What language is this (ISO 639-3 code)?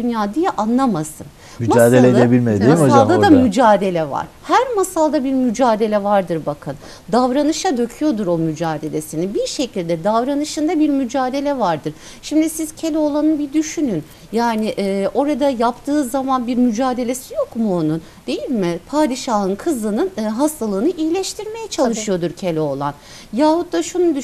tur